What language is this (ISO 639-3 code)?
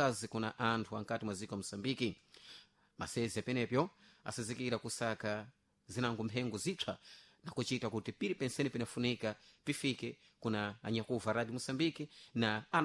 seh